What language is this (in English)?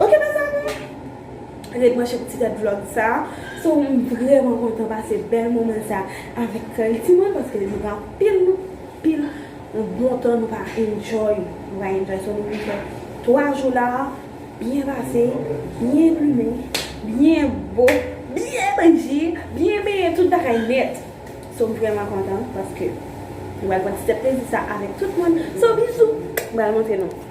Haitian Creole